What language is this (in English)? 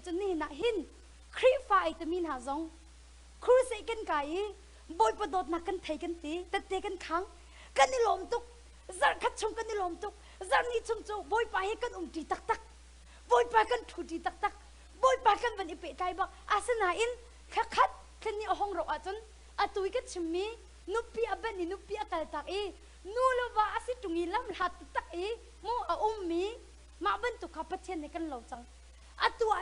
Hakha Chin